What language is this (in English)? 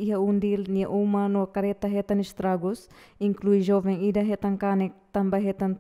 Tetum